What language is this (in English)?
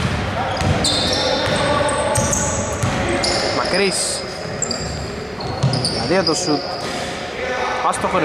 Greek